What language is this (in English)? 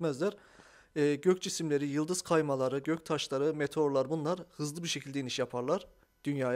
Turkish